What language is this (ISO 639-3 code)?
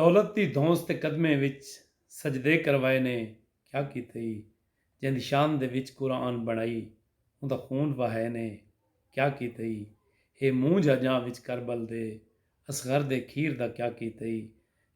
skr